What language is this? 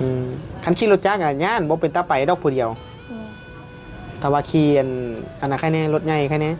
Northeastern Thai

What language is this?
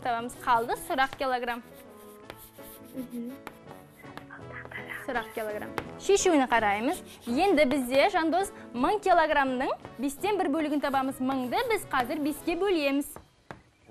Kazakh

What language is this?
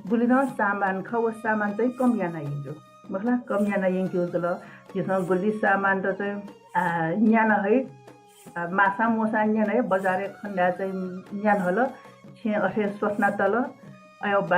Newari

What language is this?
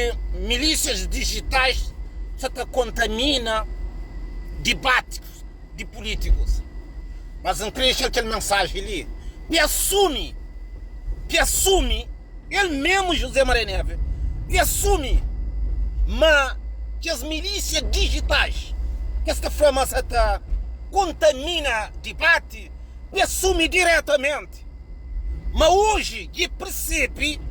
Kabuverdianu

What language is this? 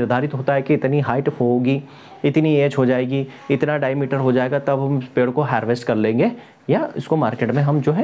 Hindi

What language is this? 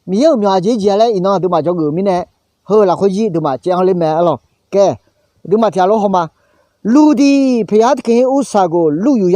Akha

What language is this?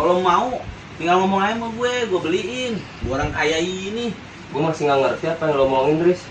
Betawi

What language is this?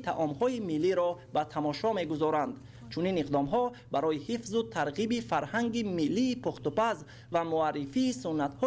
Tajik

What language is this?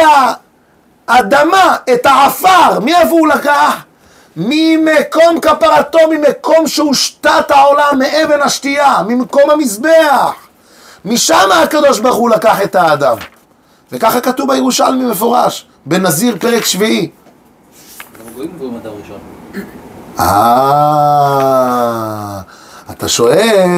Hebrew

